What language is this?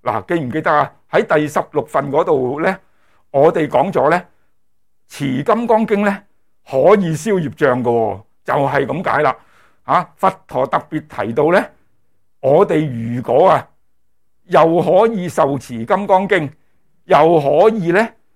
Cantonese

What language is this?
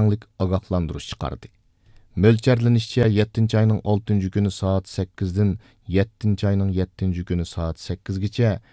Uyghur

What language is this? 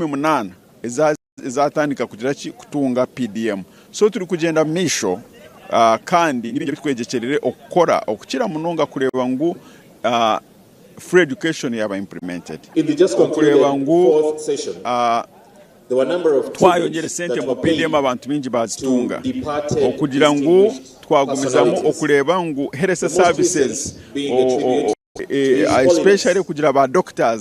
Nyankole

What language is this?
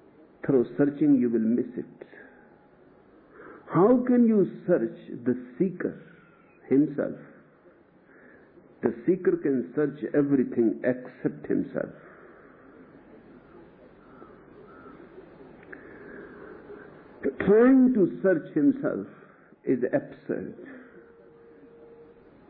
English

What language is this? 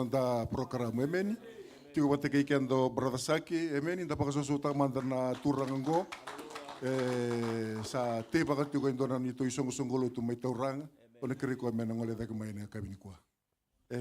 Fijian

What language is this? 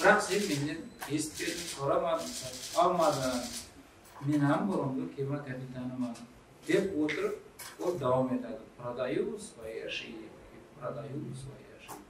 Kara-Kalpak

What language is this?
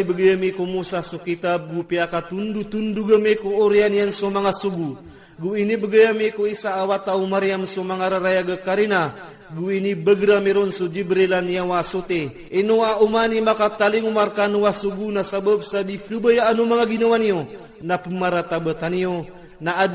Iranun (Philippines)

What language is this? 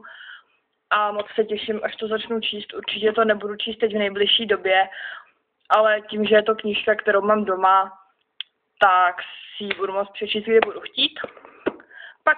Czech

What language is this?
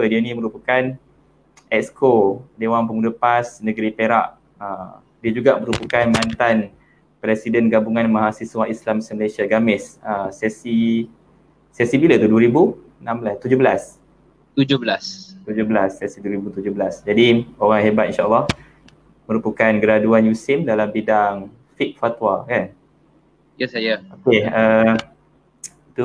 Malay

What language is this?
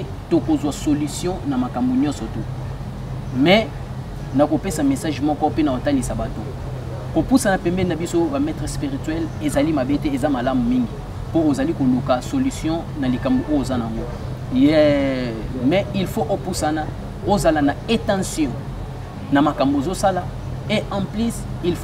Lingala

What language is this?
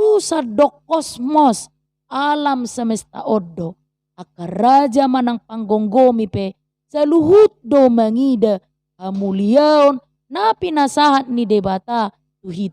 Batak Toba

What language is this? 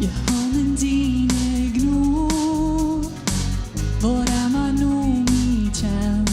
Plautdietsch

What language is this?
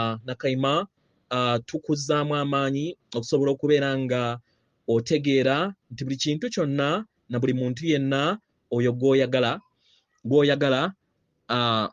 Ganda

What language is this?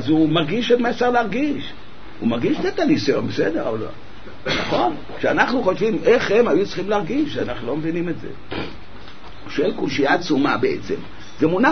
Hebrew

